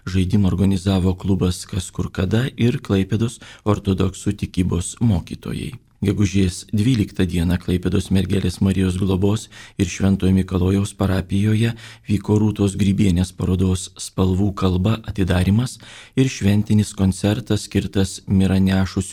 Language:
Lithuanian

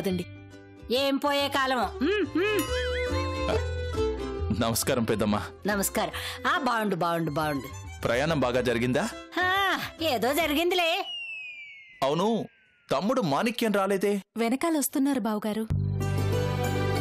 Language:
Telugu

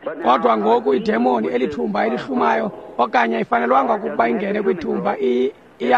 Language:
Xhosa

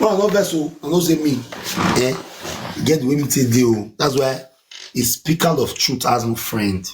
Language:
Nigerian Pidgin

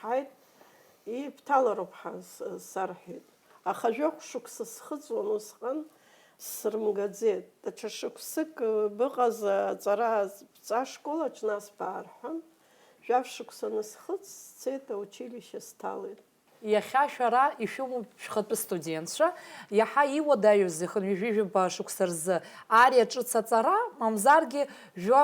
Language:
Abkhazian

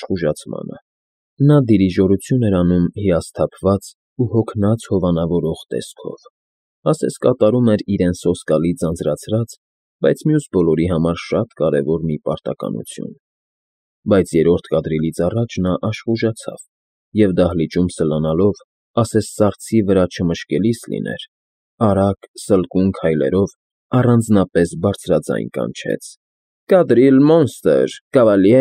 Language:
Armenian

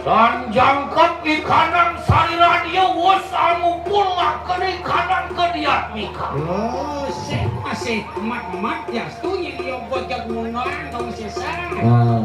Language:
Balinese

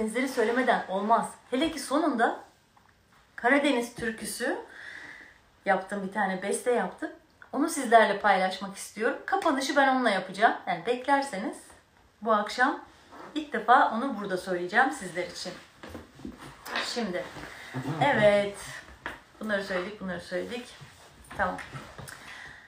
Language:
Turkish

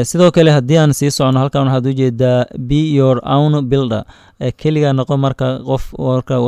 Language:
Somali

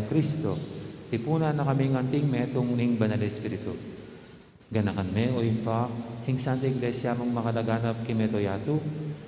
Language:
Pampanga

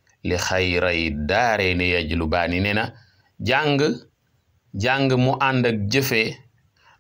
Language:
Wolof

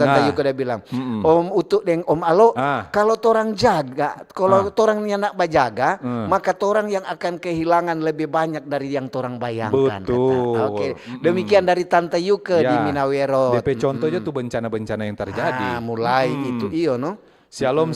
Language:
Manado Malay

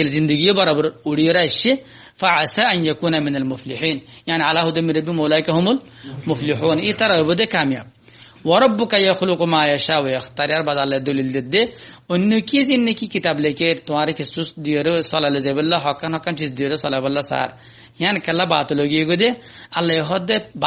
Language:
Rohingya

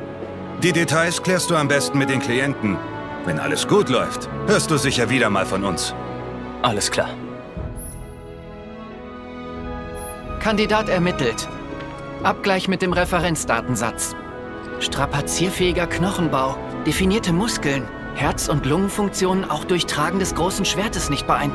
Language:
German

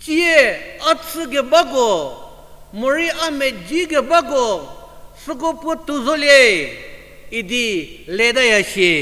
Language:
Angami Naga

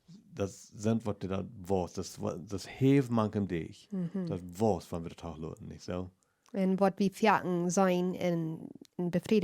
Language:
Plautdietsch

